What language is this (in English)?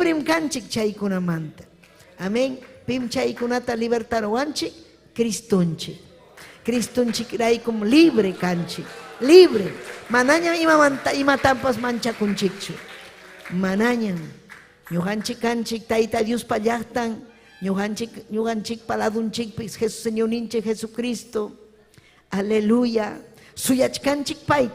Ayacucho Quechua